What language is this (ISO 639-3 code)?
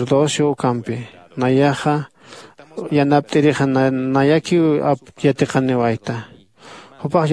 aym